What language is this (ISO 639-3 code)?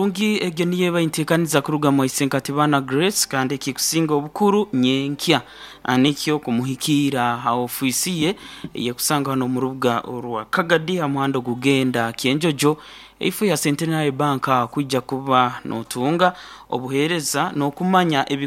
nyo